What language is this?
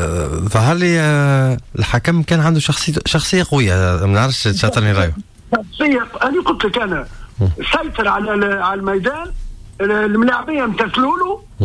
Tunisian Arabic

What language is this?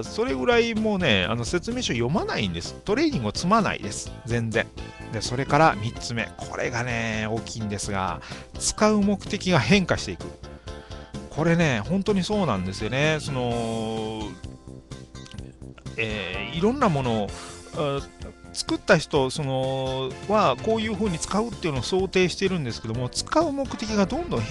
Japanese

